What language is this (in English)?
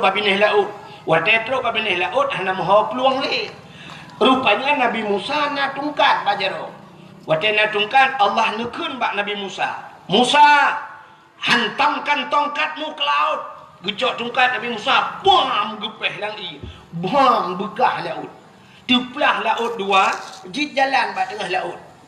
Achinese